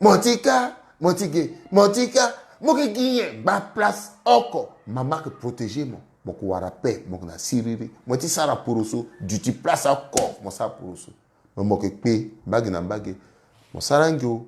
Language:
Sango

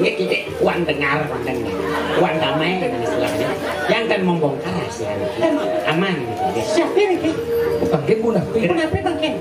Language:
Balinese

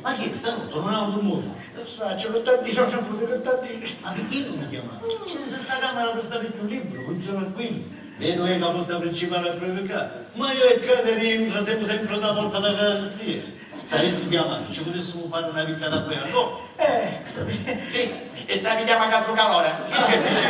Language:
Sicilian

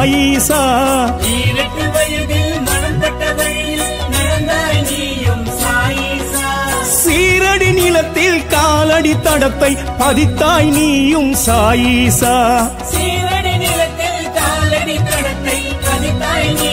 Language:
Tamil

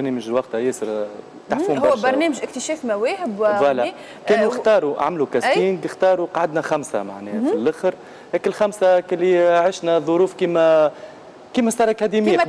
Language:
Tunisian Arabic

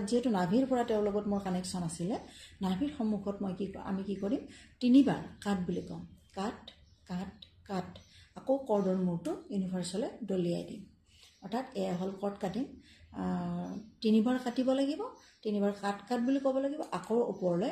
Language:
Assamese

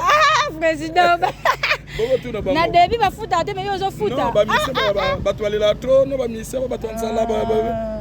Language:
Lingala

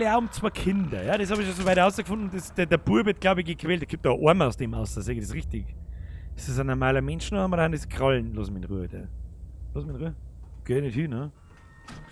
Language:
Bavarian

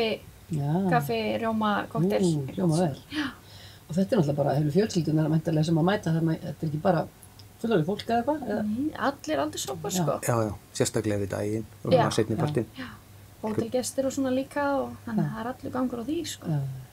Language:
Icelandic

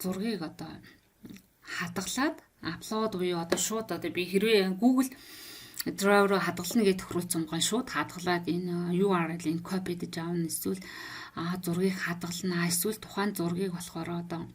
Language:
Mongolian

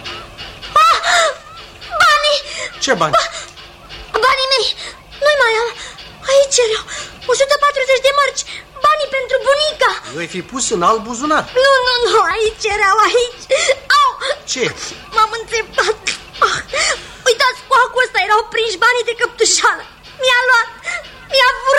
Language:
Romanian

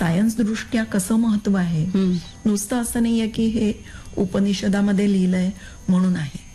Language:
Marathi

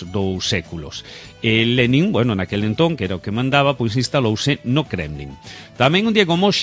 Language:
Galician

